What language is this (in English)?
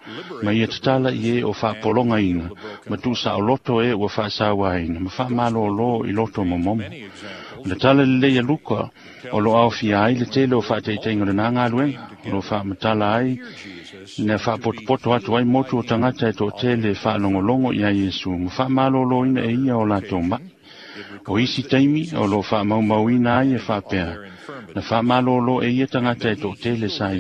Samoan